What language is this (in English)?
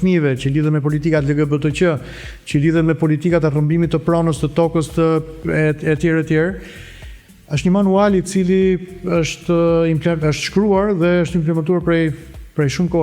Albanian